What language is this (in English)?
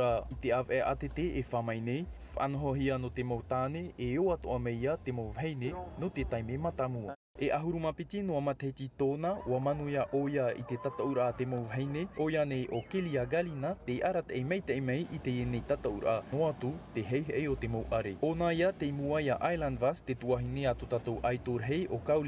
Tahitian